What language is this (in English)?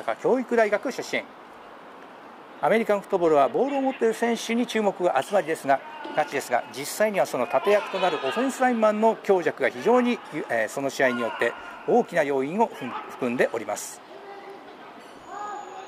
Japanese